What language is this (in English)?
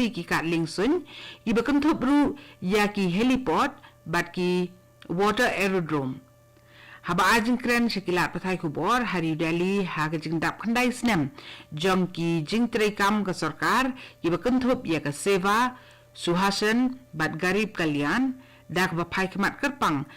Khasi